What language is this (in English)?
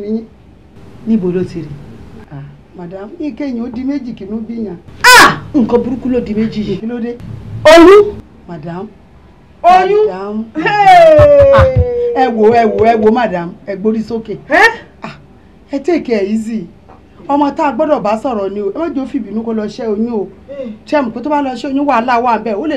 Yoruba